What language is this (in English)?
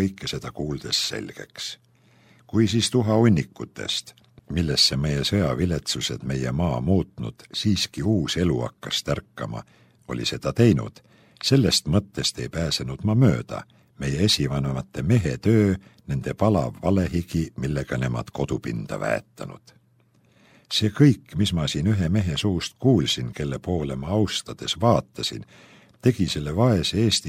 Estonian